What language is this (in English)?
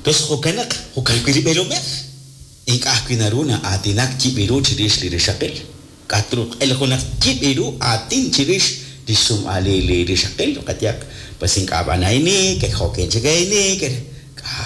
Kekchí